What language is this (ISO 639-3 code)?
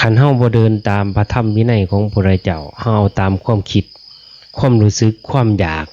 lao